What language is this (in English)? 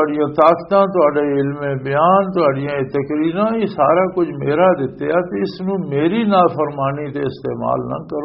Western Panjabi